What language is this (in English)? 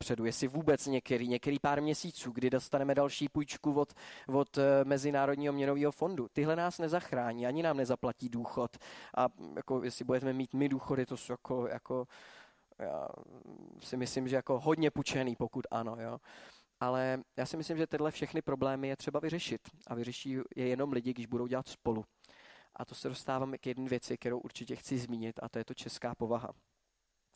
Czech